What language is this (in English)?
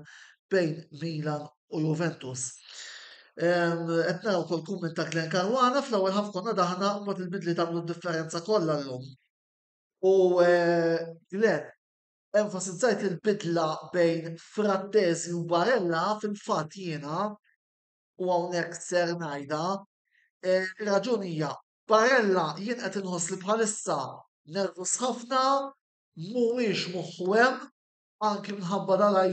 Maltese